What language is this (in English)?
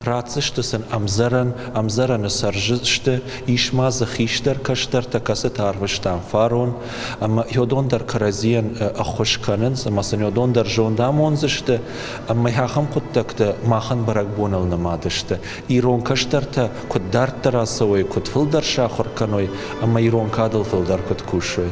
Ossetic